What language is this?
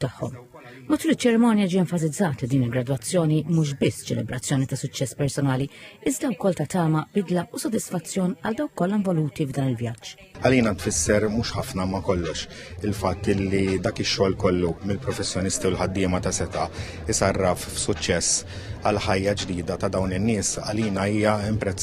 Maltese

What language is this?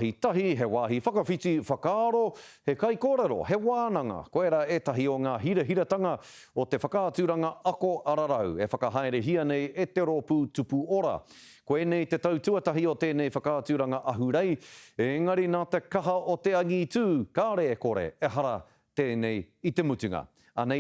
Māori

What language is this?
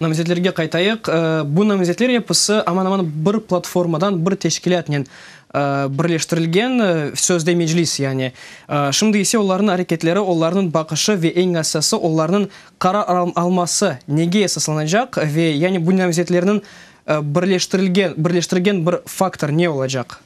Crimean Tatar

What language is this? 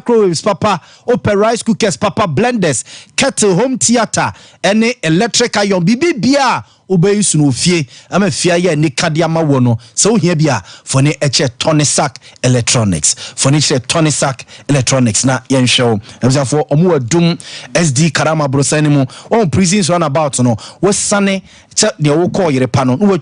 Akan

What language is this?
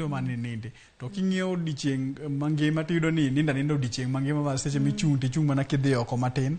Luo (Kenya and Tanzania)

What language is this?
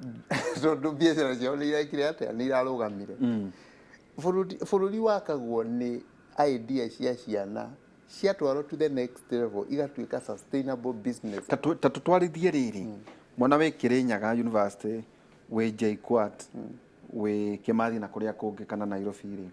Kikuyu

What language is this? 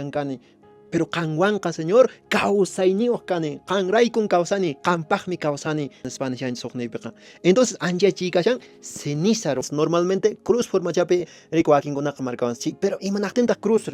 Quechua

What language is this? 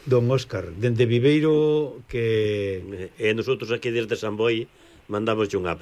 Galician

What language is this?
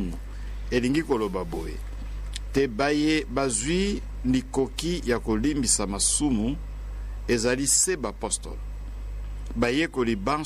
Lingala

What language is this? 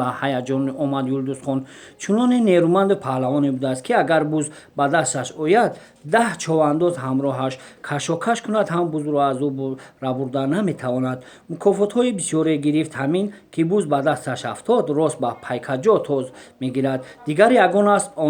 Tajik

